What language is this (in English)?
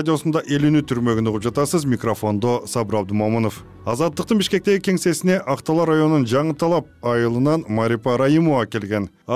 Kyrgyz